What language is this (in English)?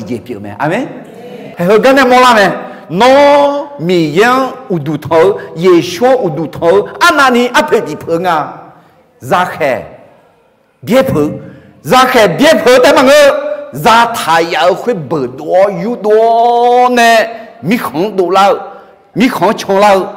Akha